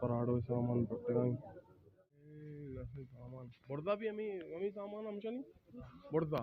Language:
Baluchi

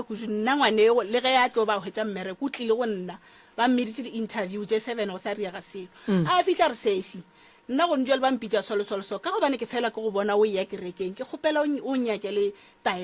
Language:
Northern Sotho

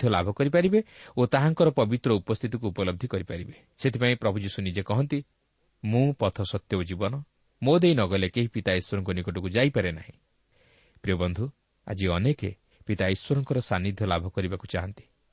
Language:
Odia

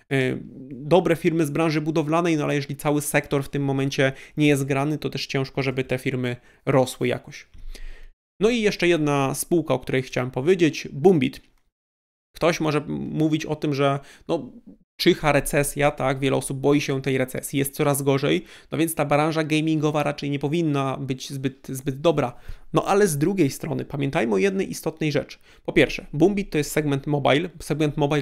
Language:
Polish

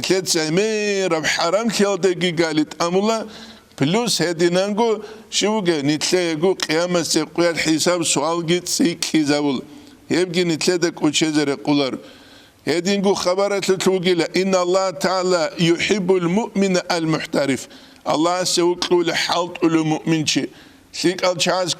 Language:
Avaric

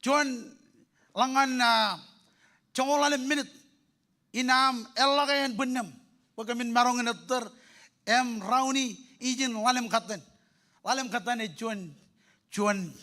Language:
Marshallese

